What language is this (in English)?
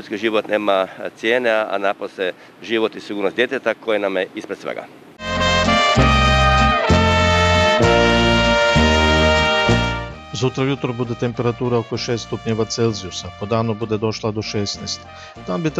Croatian